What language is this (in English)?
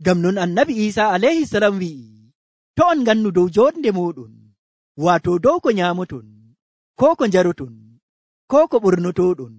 Nigerian Fulfulde